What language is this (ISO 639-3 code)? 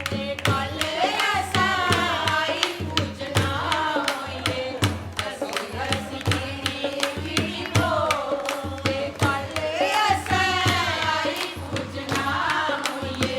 doi